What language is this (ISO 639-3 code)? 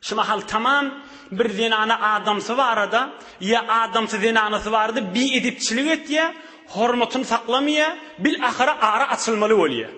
tuk